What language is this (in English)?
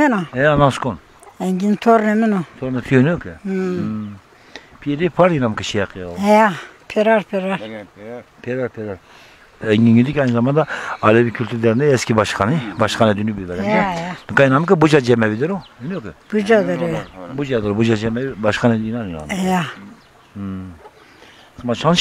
Zaza